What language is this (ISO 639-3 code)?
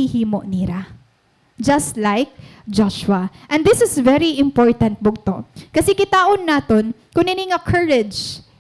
war